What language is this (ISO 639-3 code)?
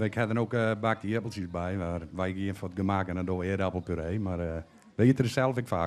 fry